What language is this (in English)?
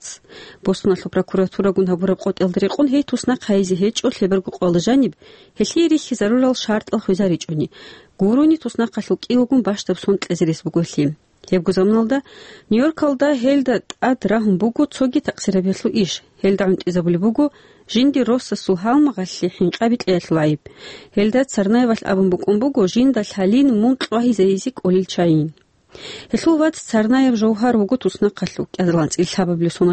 Avaric